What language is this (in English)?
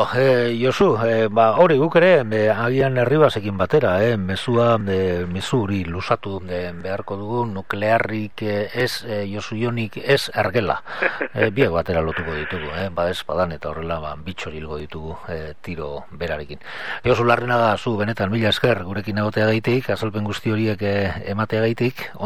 Basque